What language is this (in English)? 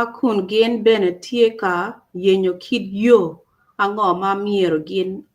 Acoli